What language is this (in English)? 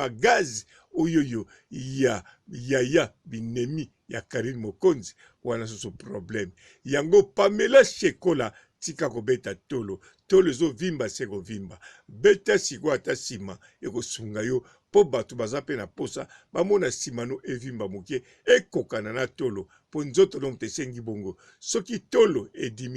Lingala